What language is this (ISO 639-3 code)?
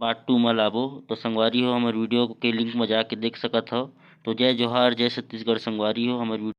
hne